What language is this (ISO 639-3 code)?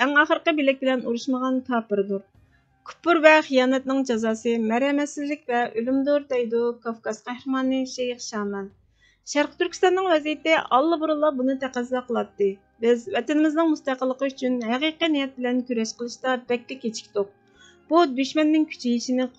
uig